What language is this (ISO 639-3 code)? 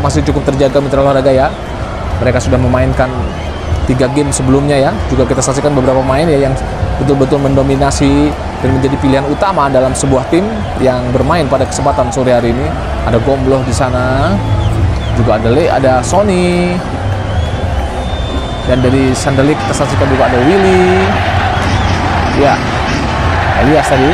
ind